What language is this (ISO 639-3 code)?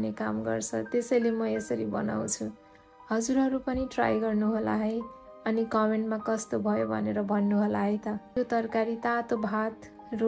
nep